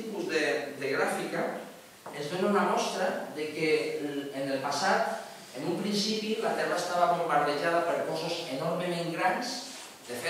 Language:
Catalan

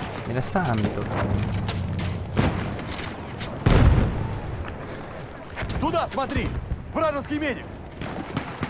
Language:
Hungarian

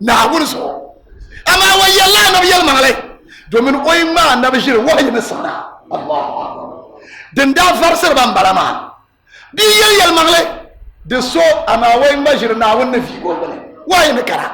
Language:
Dagbani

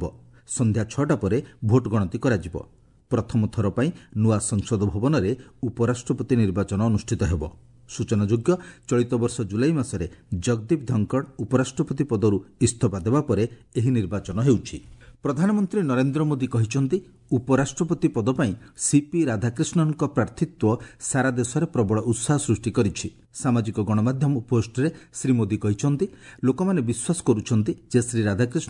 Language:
Odia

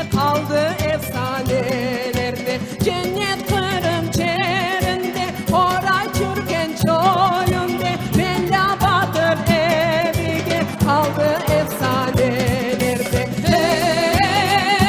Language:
Crimean Tatar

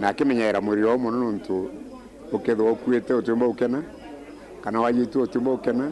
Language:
Meru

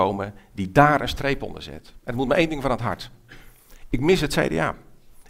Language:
Dutch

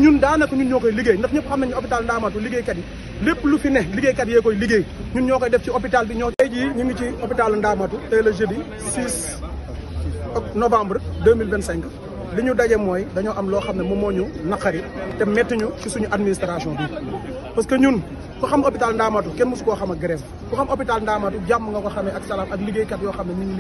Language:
Wolof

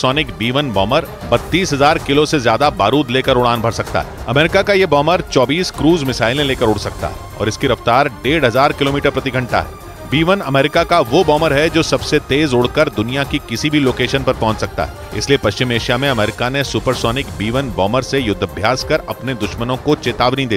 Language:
Hindi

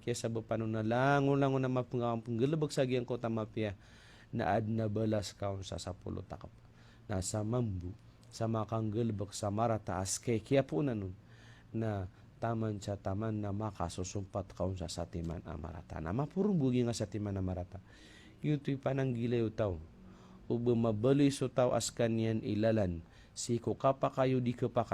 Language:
Maranao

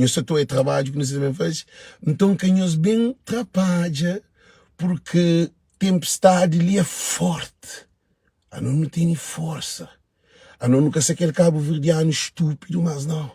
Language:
Kabuverdianu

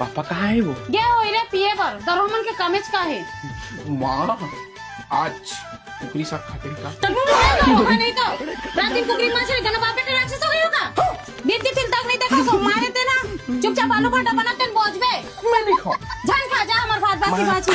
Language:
Chhattisgarhi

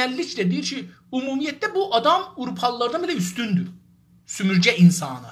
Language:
South Azerbaijani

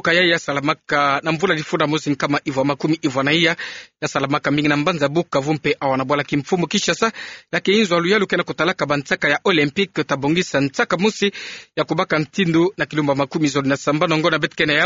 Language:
Kituba (Democratic Republic of Congo)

